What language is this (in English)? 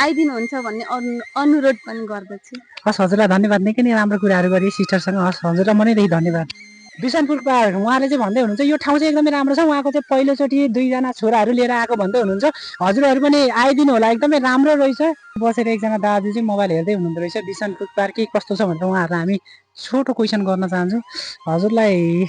Nepali